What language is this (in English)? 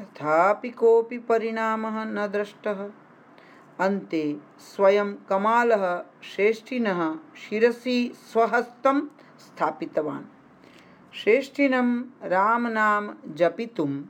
Sanskrit